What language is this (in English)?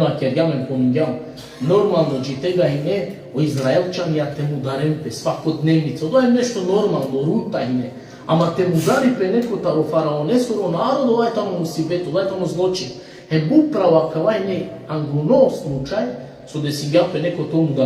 Balkan Romani